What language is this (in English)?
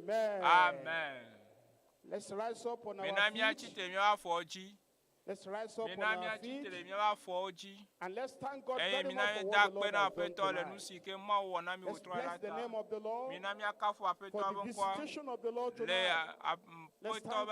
Ewe